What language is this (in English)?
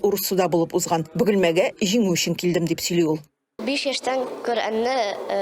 Tatar